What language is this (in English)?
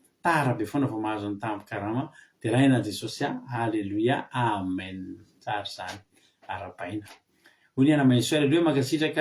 Malagasy